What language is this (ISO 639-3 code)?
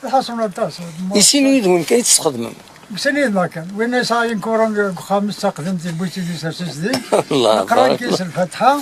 kab